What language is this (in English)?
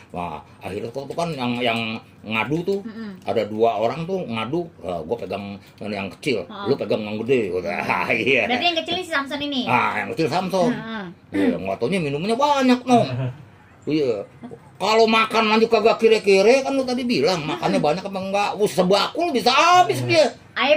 Betawi